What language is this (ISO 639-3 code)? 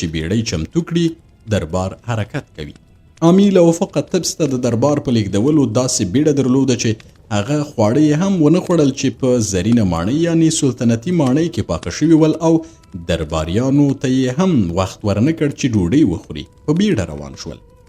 pus